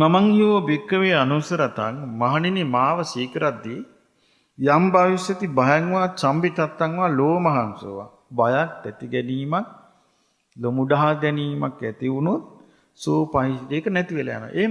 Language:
Sinhala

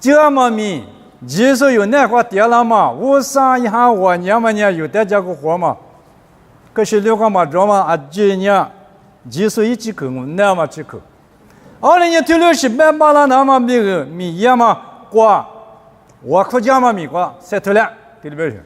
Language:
Lisu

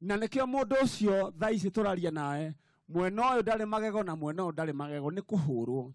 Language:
Kikuyu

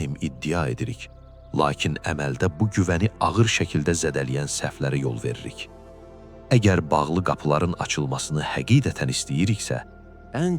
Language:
Azerbaijani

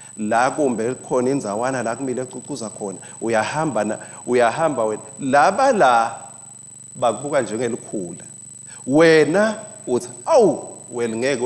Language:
Swati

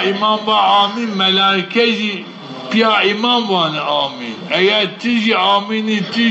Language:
Zaza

